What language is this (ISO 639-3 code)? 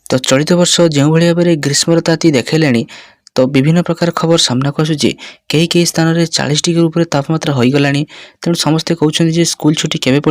ori